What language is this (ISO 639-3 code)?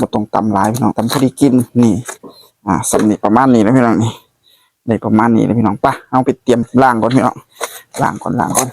tts